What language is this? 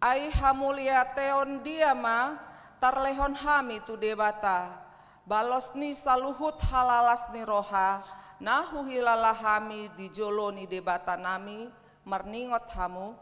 Batak Toba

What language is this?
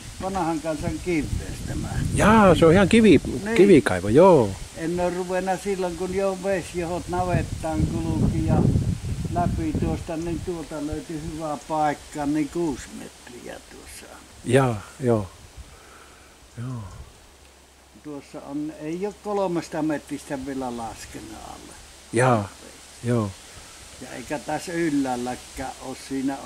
Finnish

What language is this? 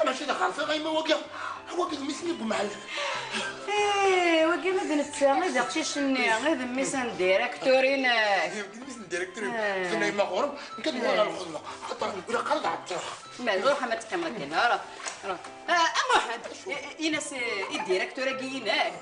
Kabyle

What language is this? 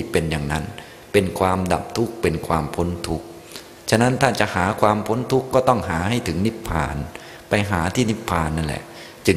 Thai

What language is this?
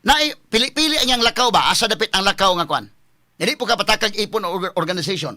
Cebuano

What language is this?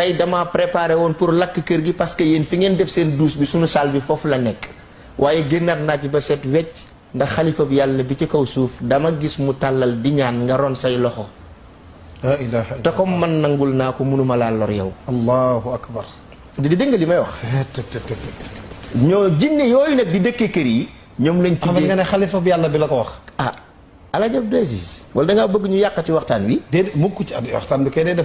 Wolof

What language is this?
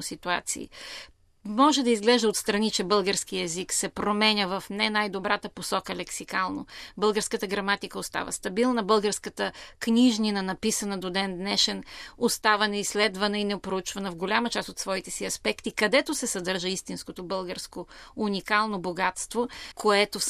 Bulgarian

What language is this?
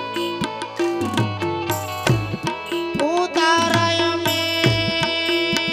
Gujarati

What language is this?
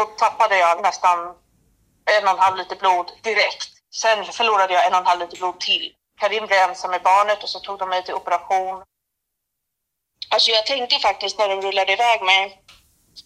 Swedish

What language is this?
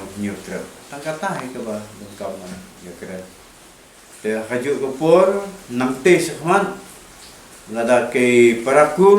Khasi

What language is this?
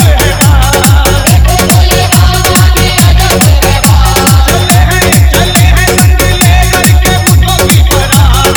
Bhojpuri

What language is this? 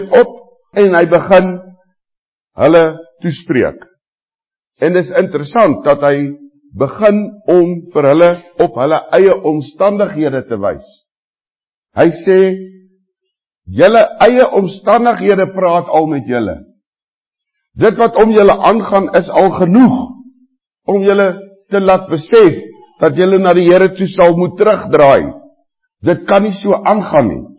Afrikaans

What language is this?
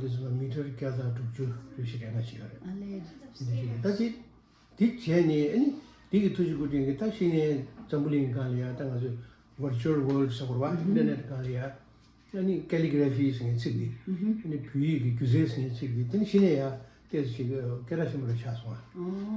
Tibetan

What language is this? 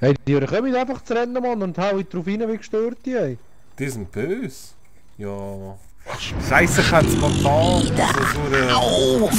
Swiss German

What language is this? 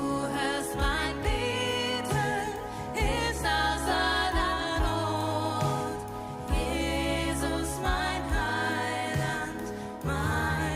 Swiss German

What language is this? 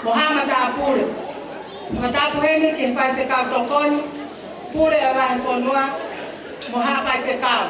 Tongan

